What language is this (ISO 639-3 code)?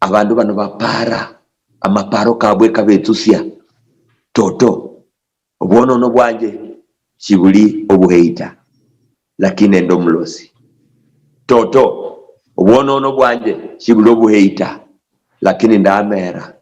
luy